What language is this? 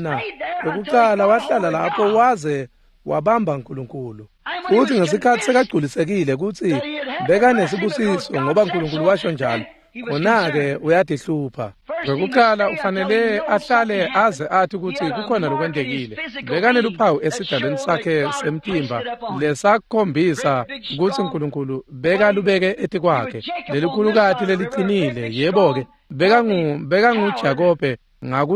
Swati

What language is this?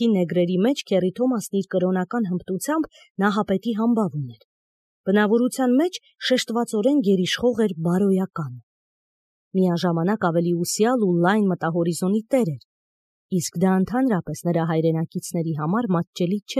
Armenian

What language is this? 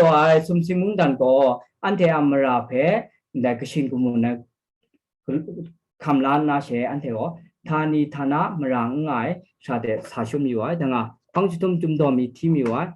Kachin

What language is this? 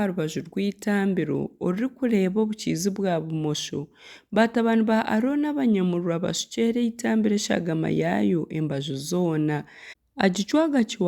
Nyankole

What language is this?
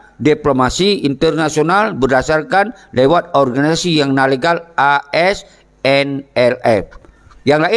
Achinese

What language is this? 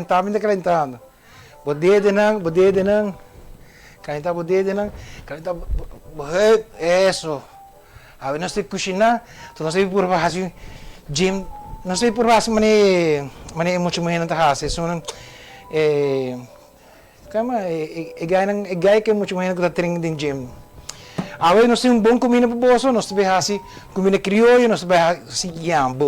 Papiamento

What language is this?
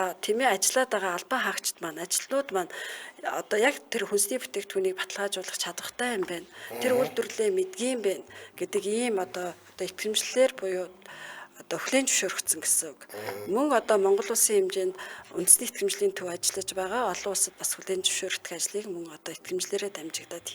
Mongolian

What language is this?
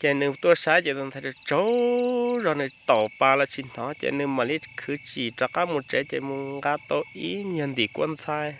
Hmong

